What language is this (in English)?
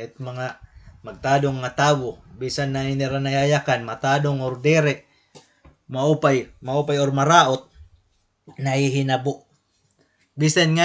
Waray